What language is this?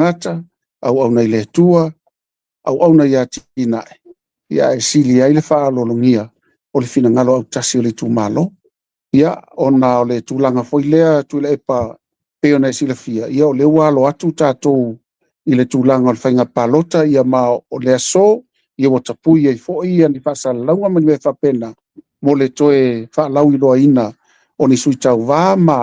Samoan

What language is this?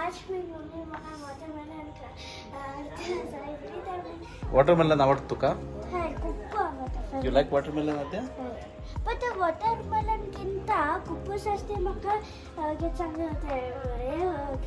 Konkani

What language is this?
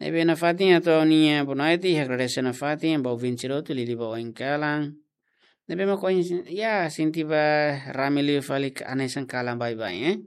Tetum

